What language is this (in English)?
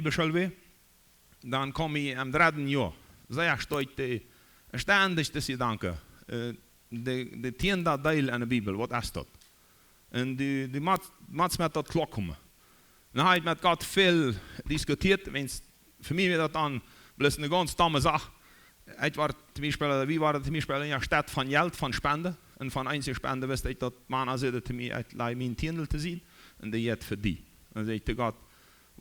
Plautdietsch